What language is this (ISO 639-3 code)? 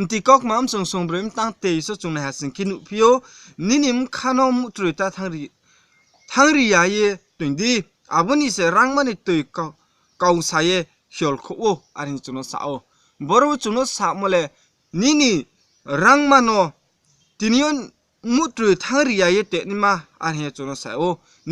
ria